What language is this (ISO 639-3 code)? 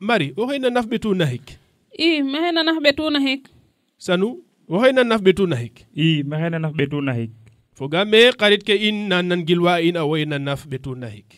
srr